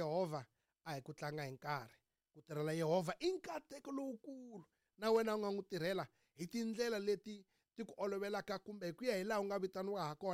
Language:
Tsonga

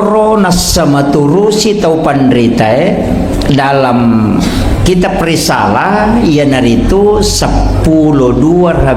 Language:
Buginese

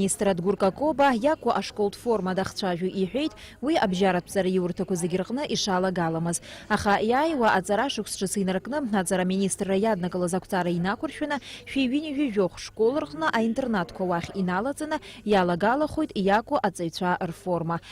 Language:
Abkhazian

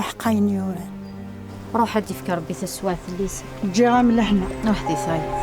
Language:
Kabyle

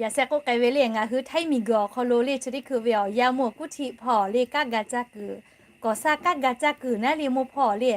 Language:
Lahu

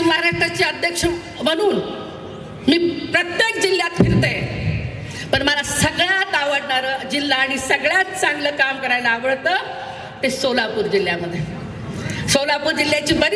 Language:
Marathi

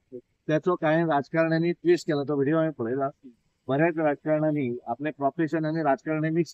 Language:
Konkani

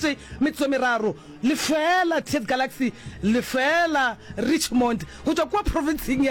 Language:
Northern Sotho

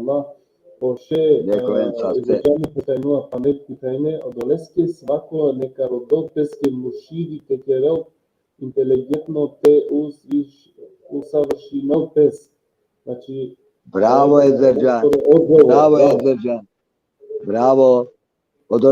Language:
Balkan Romani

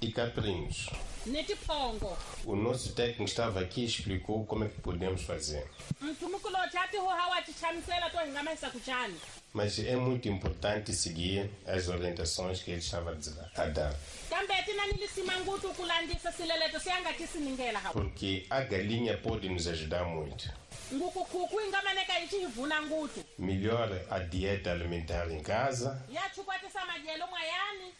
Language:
Tsonga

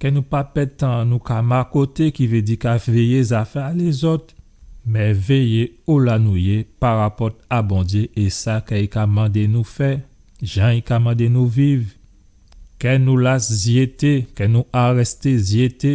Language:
Guadeloupean Creole French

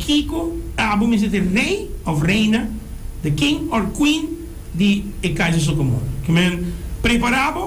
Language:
Papiamento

